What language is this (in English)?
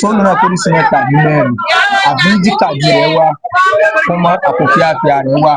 Yoruba